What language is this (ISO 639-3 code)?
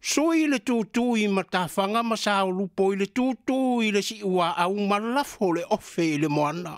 smo